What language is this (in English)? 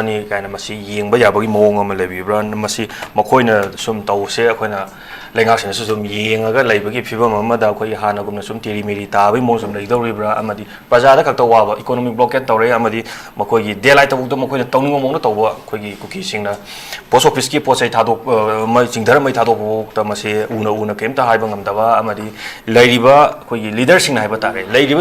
Manipuri